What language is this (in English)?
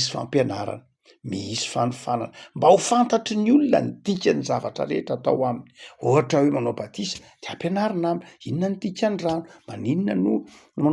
Malagasy